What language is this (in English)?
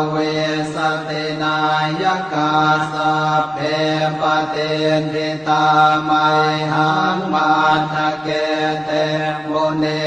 Pali